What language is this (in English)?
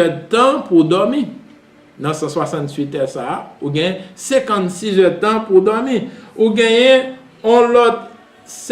Haitian Creole